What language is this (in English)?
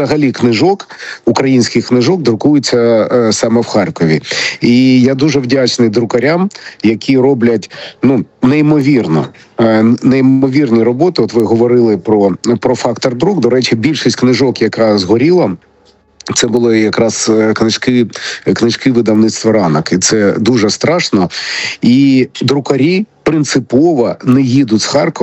Ukrainian